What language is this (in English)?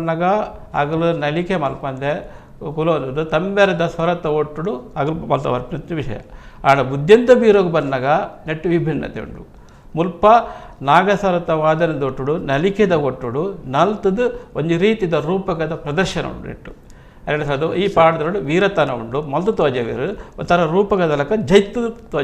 Tulu